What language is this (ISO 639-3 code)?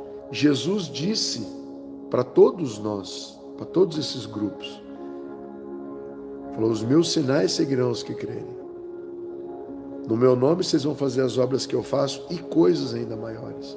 por